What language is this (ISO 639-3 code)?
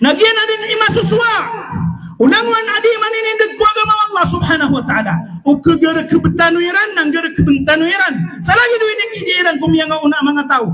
mrw